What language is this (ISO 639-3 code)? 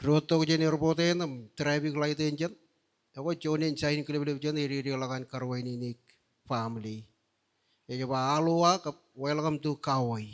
mah